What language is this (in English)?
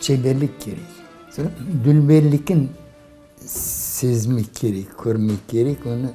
Crimean Tatar